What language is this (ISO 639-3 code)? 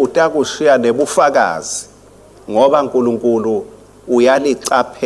ssw